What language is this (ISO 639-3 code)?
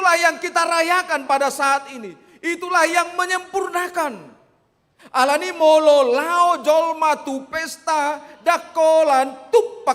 bbc